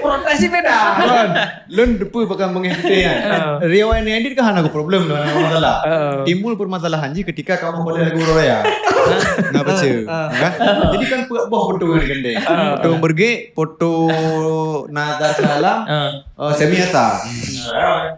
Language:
Achinese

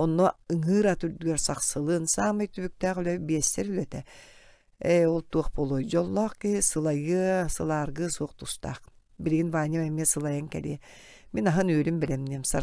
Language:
Yakut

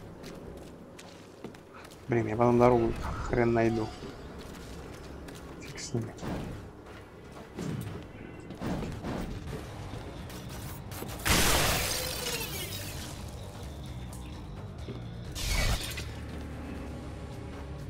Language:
Russian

